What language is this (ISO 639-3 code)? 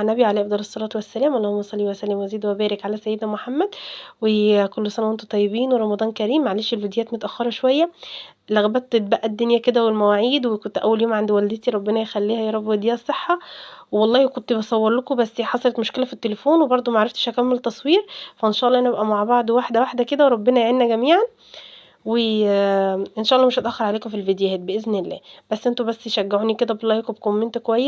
arz